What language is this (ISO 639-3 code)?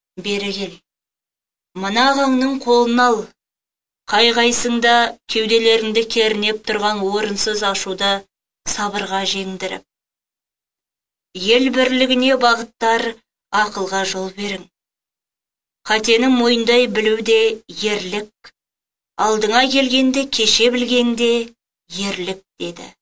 kaz